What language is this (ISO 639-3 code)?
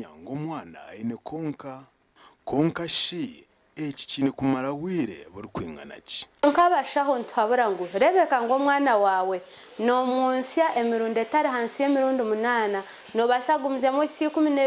nyn